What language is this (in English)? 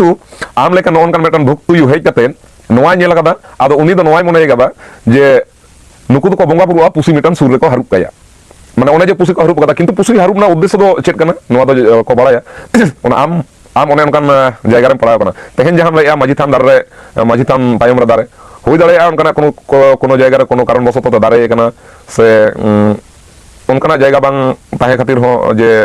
Santali